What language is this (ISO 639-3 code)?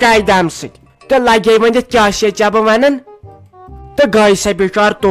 kas